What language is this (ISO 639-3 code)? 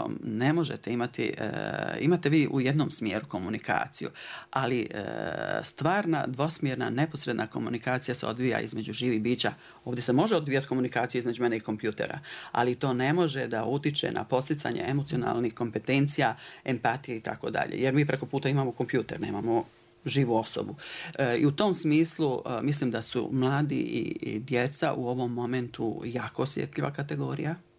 bos